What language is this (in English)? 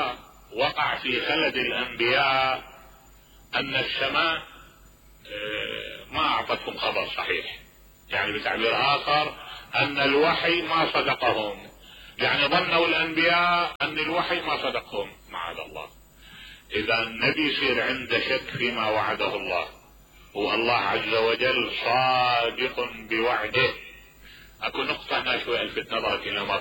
Mesopotamian Arabic